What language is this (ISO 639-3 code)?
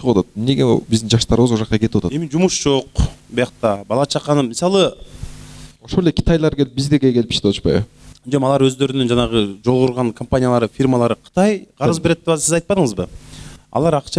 kir